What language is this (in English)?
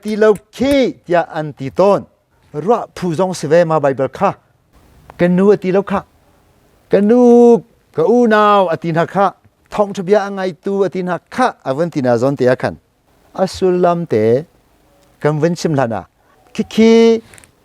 Hakha Chin